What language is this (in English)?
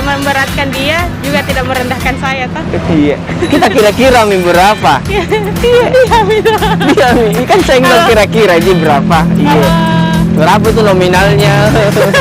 Makassar Malay